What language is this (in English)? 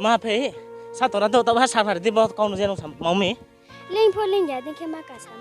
Riang (India)